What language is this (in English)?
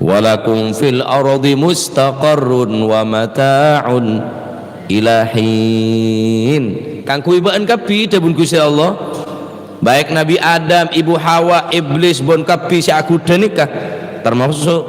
Madurese